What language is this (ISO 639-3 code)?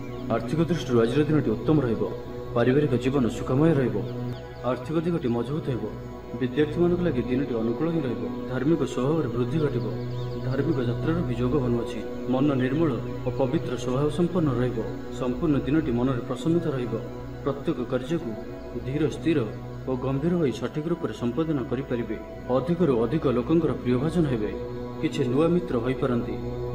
ori